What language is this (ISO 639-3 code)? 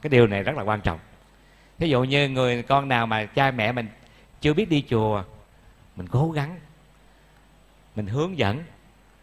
vie